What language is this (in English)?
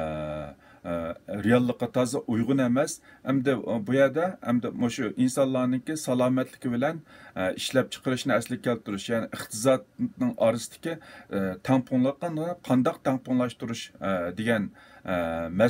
Uyghur